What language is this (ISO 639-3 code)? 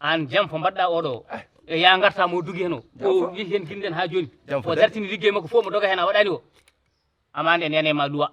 ful